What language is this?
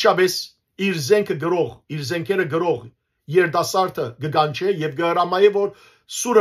Western Armenian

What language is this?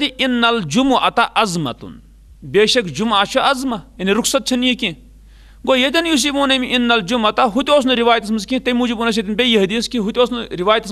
Kashmiri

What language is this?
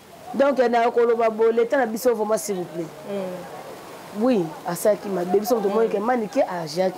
Lingala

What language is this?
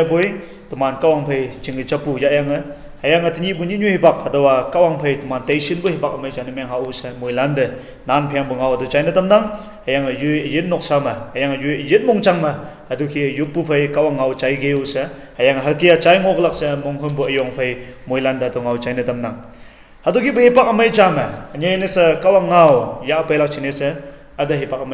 Konyak Naga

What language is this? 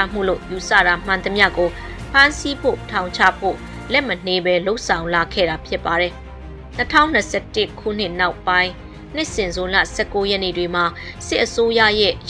Burmese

